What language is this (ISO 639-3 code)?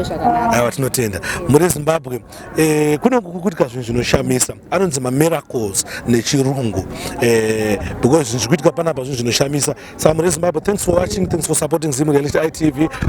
sna